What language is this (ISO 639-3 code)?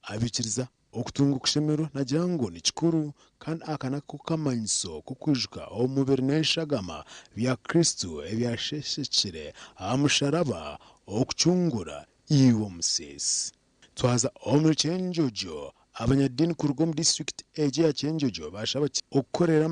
nyn